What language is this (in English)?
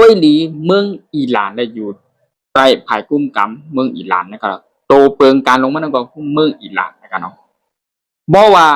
Shan